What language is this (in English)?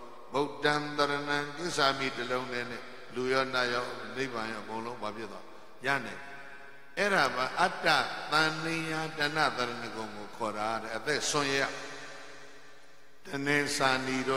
Burmese